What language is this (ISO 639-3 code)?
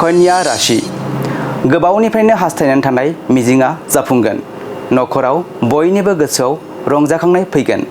brx